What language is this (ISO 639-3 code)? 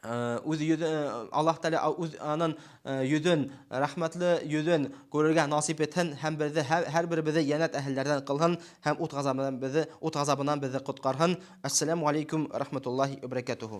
bak